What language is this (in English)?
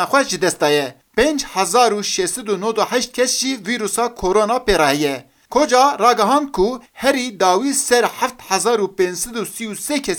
Kurdish